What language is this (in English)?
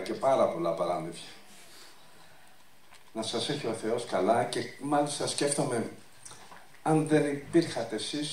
Greek